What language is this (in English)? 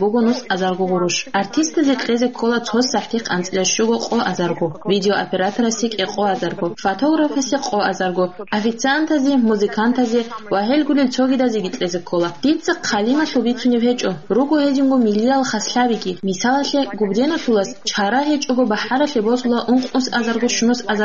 Avaric